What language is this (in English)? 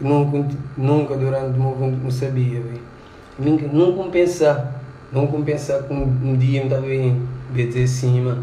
Kabuverdianu